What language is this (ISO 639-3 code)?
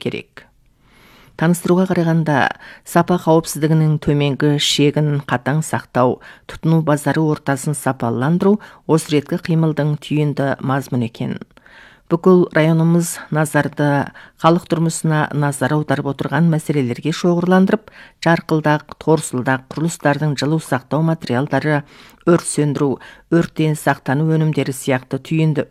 kaz